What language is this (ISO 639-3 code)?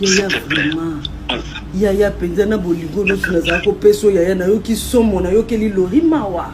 lin